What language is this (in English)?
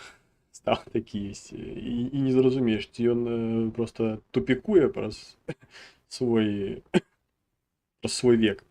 Belarusian